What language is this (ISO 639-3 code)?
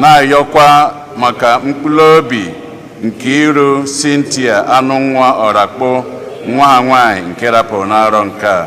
ibo